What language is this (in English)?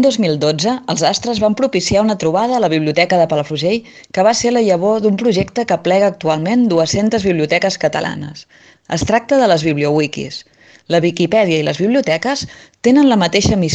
Catalan